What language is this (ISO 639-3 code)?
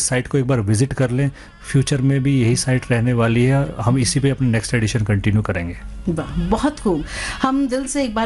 hin